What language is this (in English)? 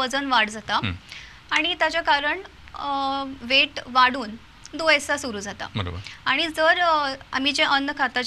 Konkani